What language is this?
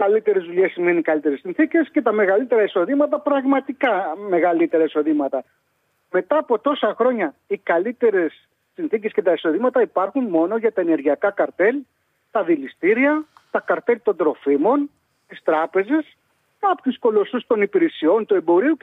Greek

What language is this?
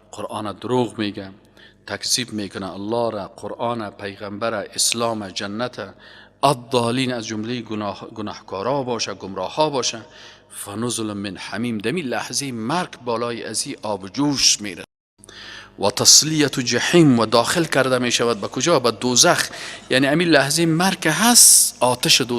Persian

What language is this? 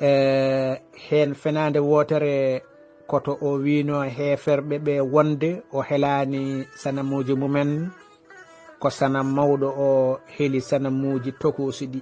Fula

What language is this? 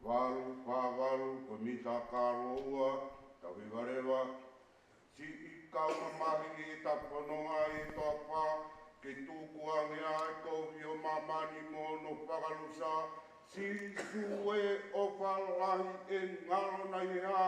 Tongan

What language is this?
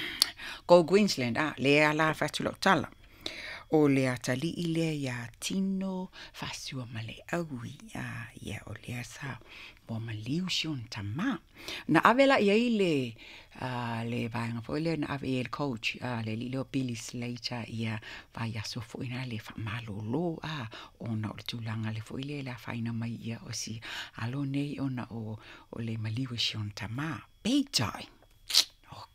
Samoan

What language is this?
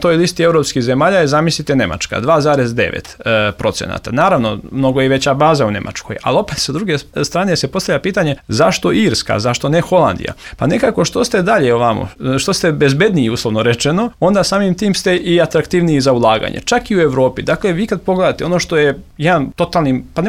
Serbian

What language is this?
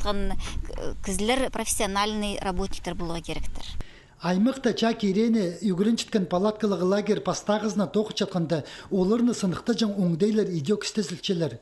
Khakas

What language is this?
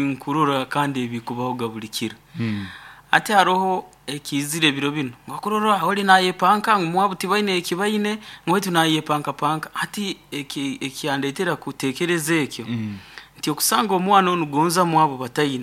Nyankole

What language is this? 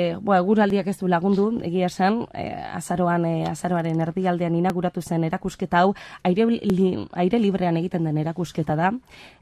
Basque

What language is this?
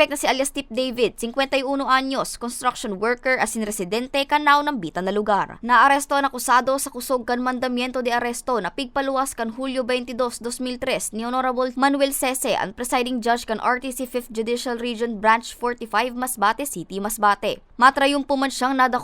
Bikol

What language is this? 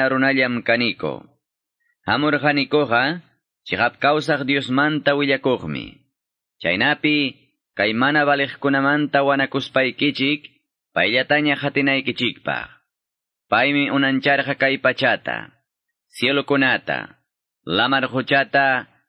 Quechua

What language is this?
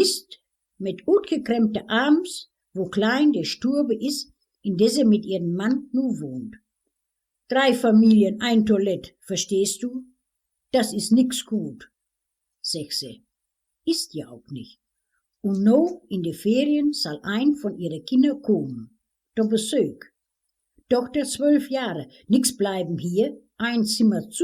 Westphalien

